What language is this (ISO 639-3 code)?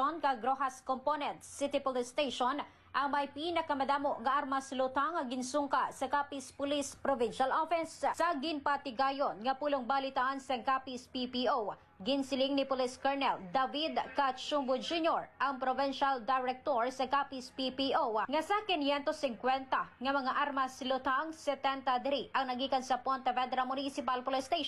hil